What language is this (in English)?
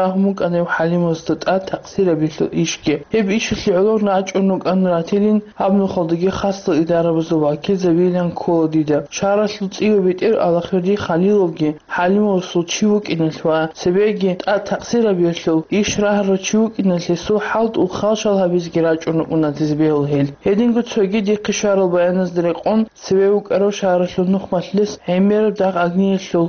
Avaric